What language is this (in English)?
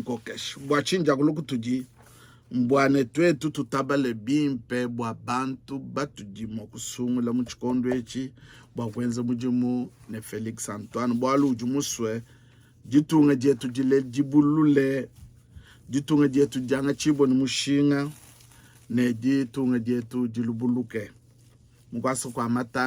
Luba-Lulua